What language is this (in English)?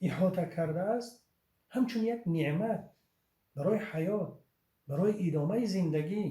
Tajik